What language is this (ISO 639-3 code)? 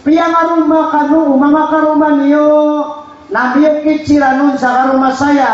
mrw